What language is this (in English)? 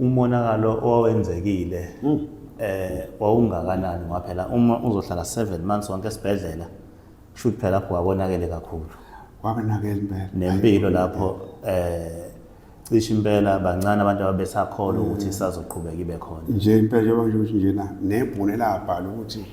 Zulu